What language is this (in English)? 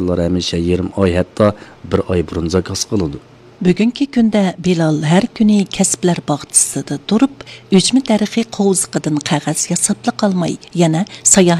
Uyghur